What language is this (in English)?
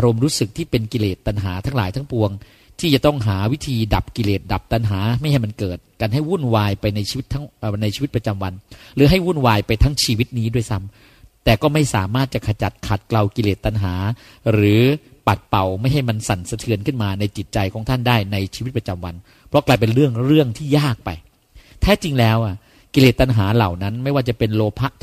Thai